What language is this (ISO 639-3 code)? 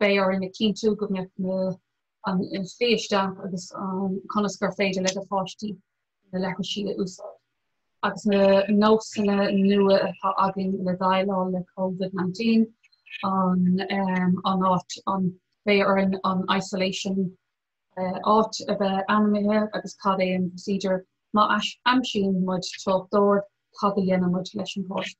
gle